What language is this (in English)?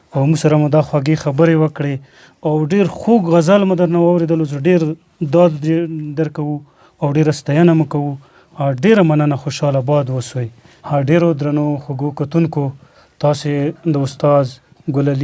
Pashto